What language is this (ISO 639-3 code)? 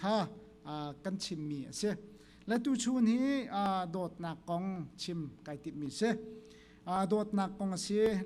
cnh